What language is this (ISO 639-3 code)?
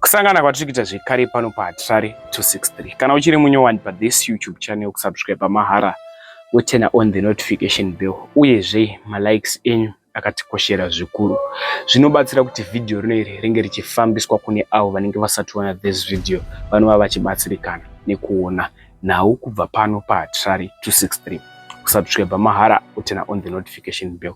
sna